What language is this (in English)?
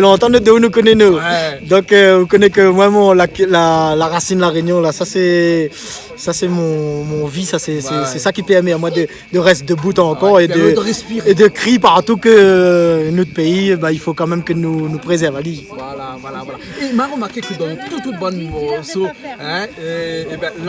Réunion Creole French